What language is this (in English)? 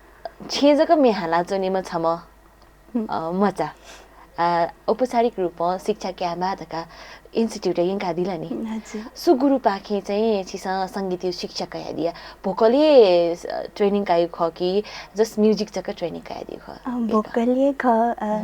Newari